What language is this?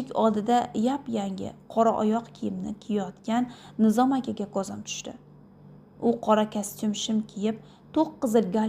Uzbek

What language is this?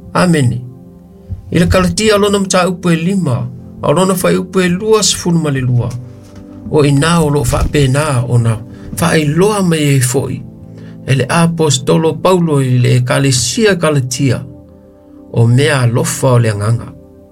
Samoan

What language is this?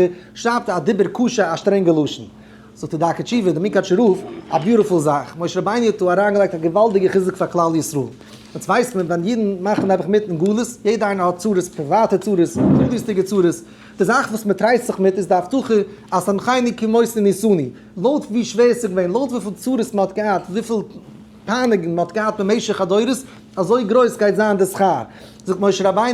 Yiddish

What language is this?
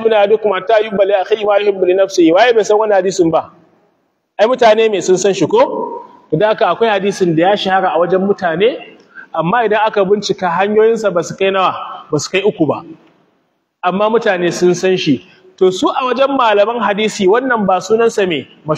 Hausa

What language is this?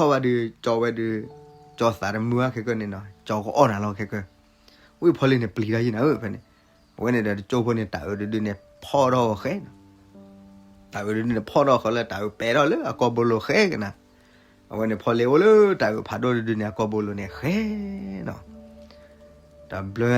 S'gaw Karen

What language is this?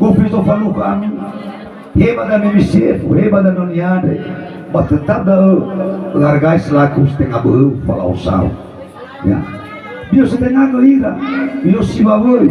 Nias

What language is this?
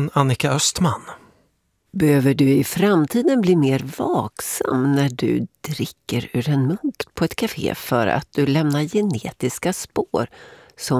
Swedish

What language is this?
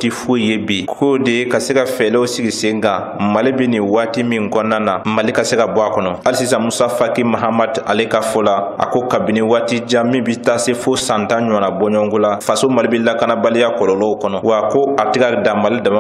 Bambara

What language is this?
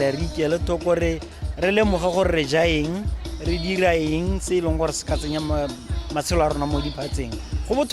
Tswana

